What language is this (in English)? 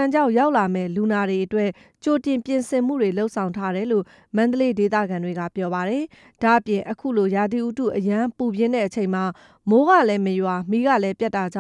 Burmese